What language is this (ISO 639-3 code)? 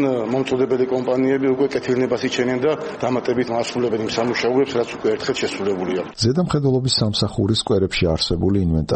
kat